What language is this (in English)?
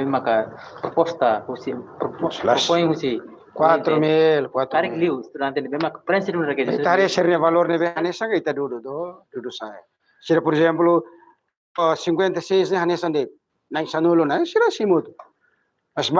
Tetum